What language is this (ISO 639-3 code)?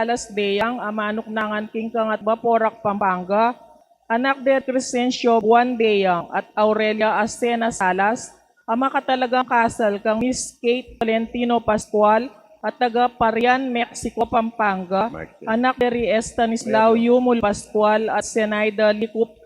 pam